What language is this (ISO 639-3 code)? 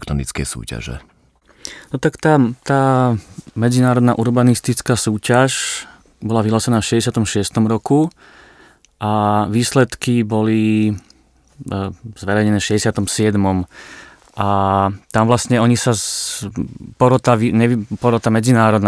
slk